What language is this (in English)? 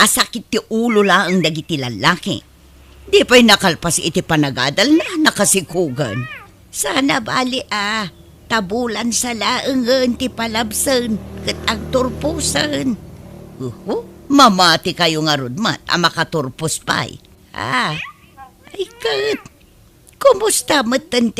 Iloko